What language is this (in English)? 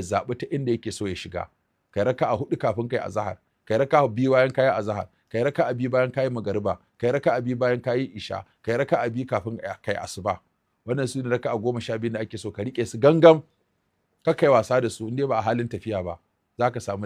Hausa